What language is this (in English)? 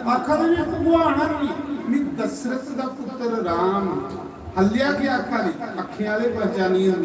Dogri